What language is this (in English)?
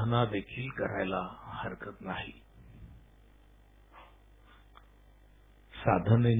Marathi